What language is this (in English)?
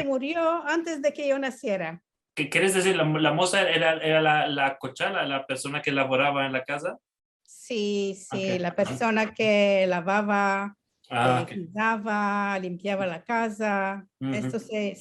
Ladino